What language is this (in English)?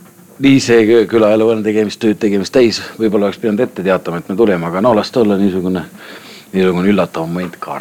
Estonian